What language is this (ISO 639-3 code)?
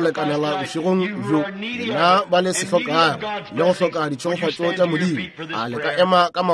nso